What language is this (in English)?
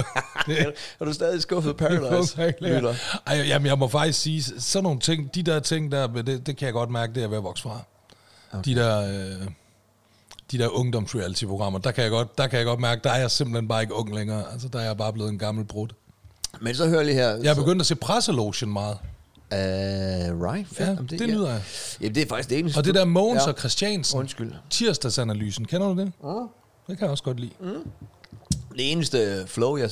Danish